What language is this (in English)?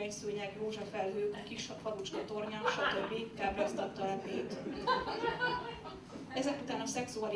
Hungarian